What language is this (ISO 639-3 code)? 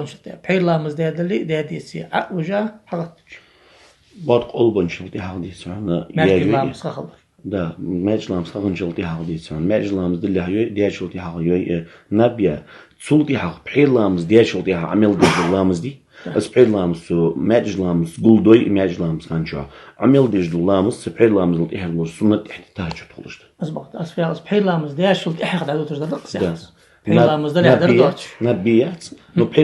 inh